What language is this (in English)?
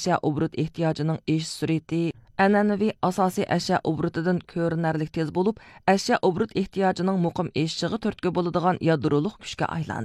Uyghur